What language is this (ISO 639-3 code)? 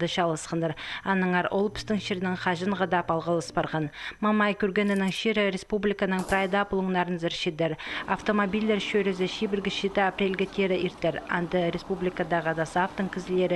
kjh